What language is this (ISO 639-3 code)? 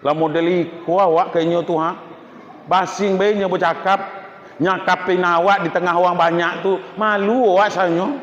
min